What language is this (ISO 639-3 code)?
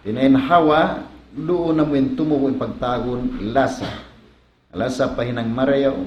tsg